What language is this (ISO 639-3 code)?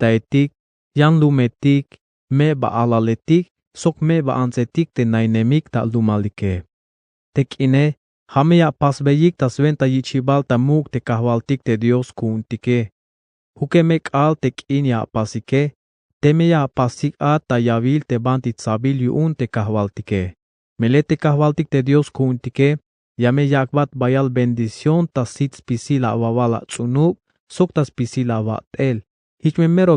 tzh